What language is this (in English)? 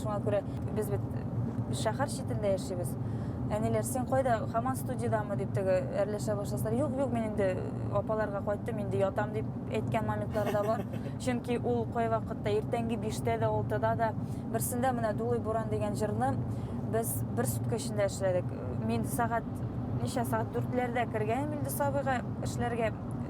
Bashkir